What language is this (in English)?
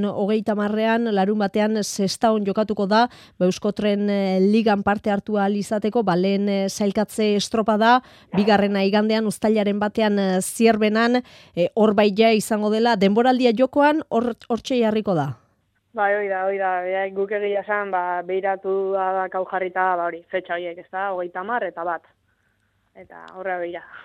Basque